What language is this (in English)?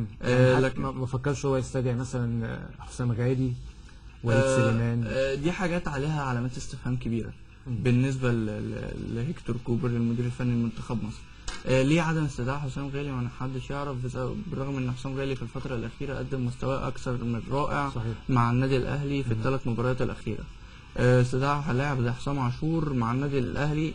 Egyptian Arabic